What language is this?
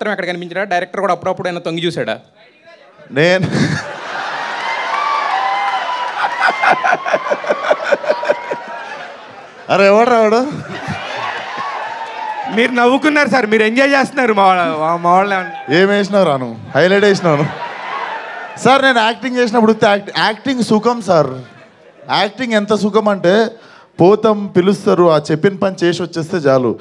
Telugu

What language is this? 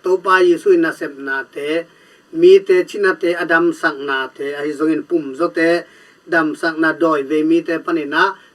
Tedim Chin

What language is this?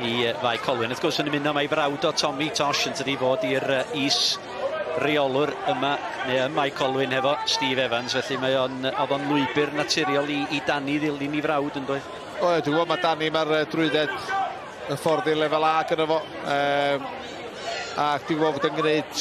Welsh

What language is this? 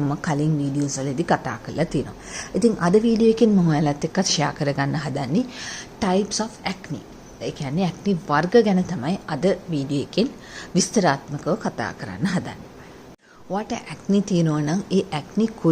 Sinhala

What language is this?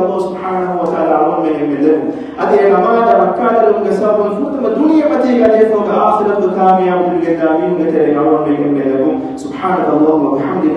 Divehi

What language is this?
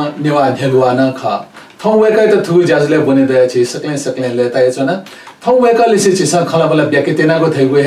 Newari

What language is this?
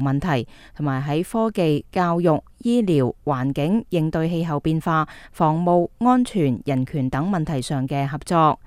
Cantonese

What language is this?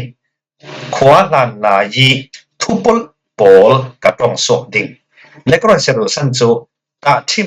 Falam Chin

